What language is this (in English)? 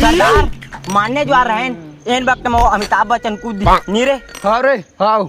Chhattisgarhi